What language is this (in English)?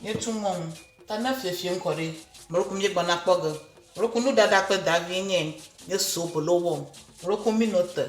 Ewe